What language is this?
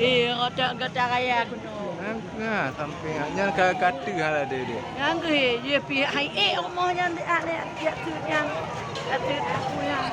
Achinese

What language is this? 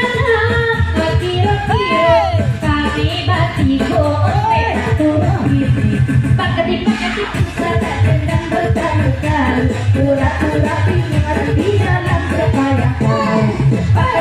Minangkabau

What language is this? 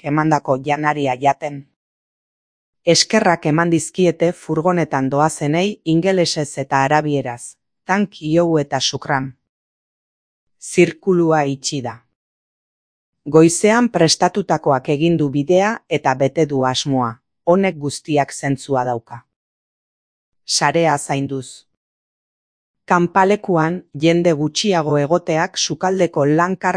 Basque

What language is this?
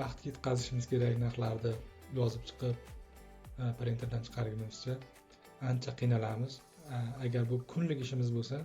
Uzbek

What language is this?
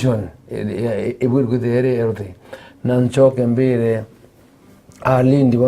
Meru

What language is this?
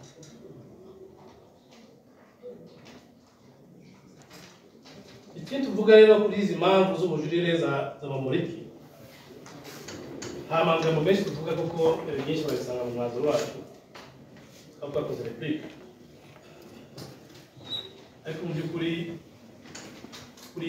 Kinyarwanda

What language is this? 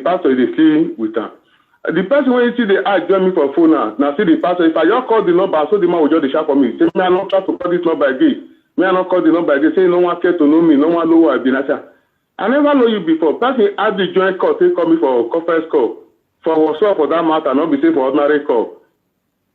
Nigerian Pidgin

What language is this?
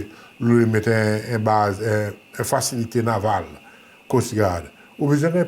Seselwa Creole French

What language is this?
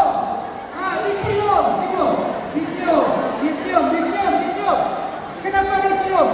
Minangkabau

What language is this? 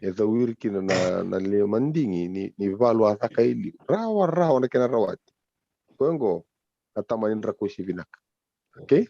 Fijian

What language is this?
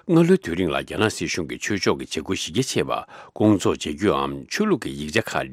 Tibetan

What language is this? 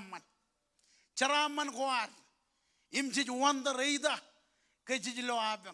Marshallese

